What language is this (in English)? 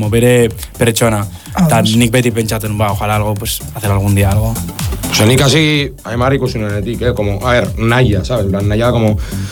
Basque